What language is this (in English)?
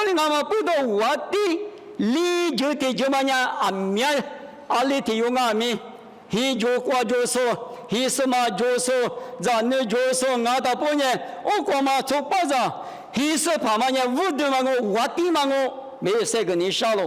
Lisu